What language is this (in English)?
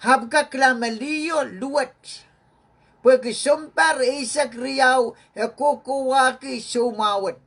Pohnpeian